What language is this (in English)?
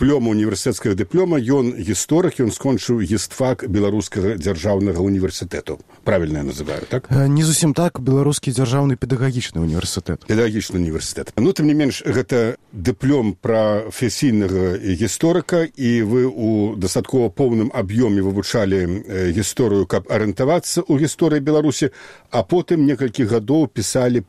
Belarusian